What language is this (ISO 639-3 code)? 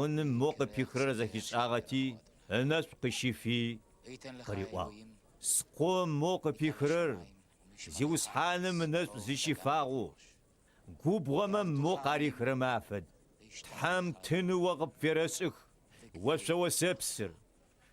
ady